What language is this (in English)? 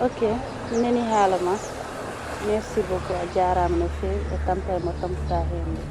Fula